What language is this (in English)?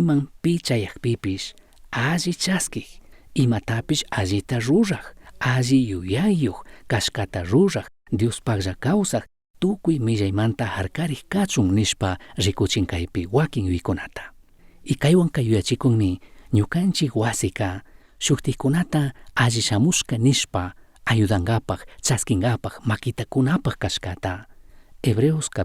Chimborazo Highland Quichua